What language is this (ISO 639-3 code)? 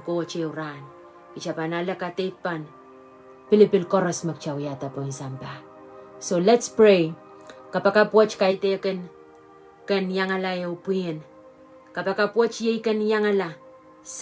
pon